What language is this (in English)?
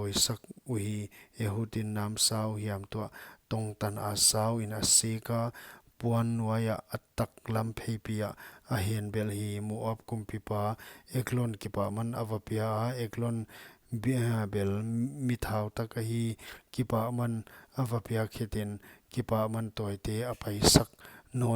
Paite Chin